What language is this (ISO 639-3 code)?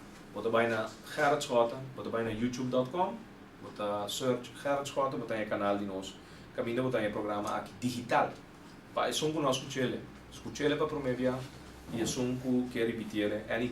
pap